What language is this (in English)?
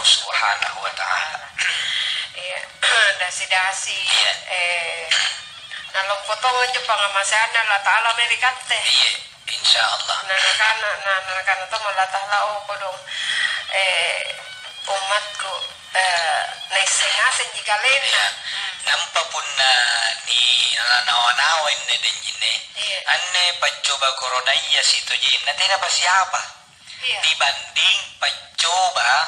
Makasar